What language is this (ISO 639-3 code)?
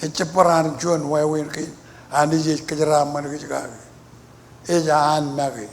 mah